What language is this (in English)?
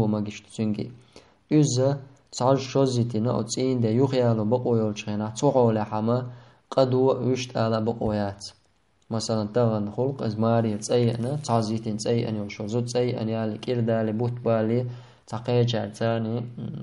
Chechen